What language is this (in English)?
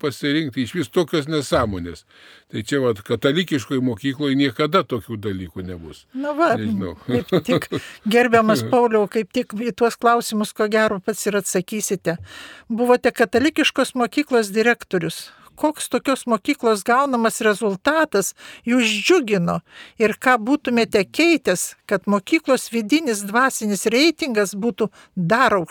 Lithuanian